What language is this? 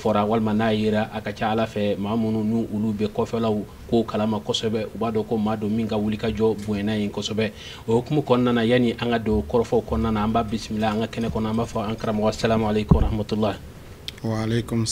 Bambara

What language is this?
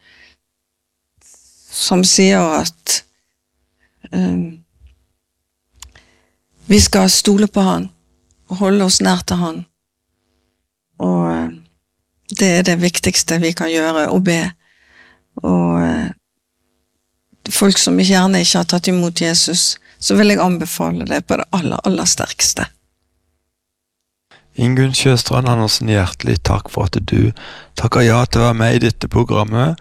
Norwegian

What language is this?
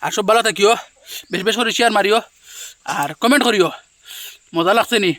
Sylheti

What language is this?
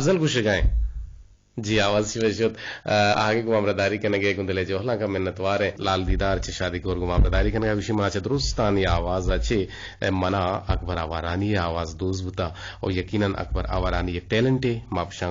Eastern Balochi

